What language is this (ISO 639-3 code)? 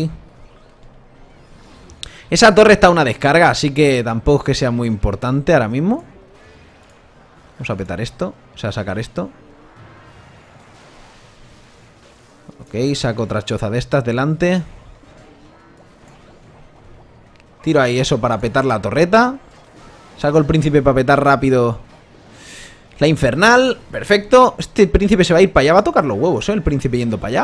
spa